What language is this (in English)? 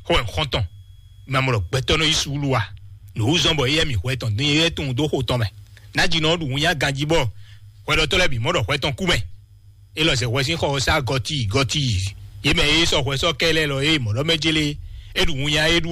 Fon